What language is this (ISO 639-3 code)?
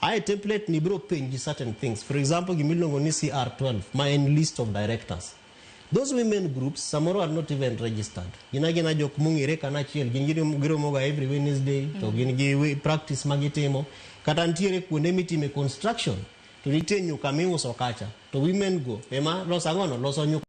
luo